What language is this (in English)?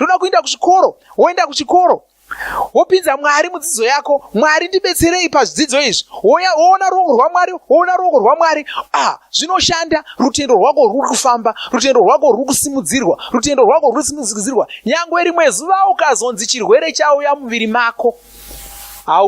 Shona